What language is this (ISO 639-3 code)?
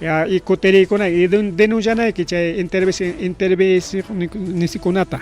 quy